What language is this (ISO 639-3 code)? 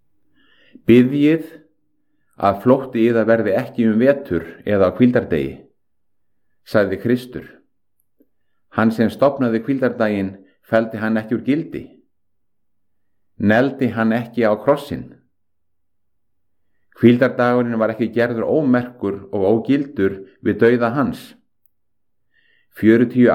isl